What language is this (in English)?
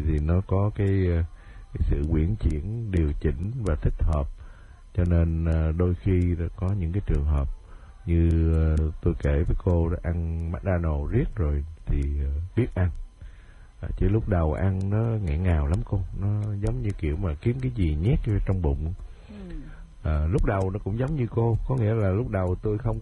Vietnamese